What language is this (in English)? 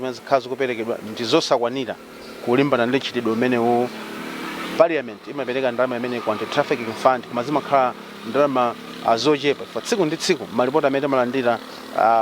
Nyanja